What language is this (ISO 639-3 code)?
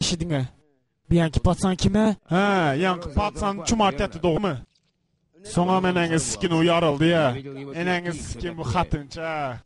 tuk